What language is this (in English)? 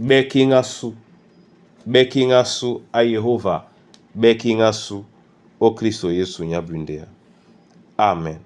Duala